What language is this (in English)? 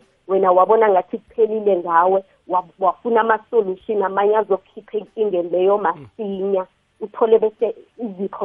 South Ndebele